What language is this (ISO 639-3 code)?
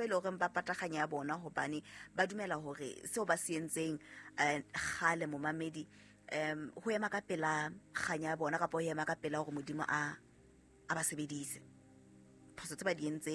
sot